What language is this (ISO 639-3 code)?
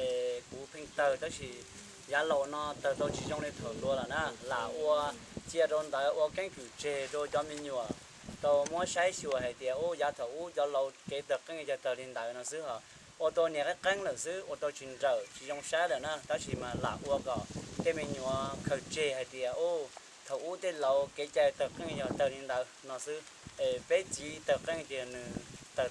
hmn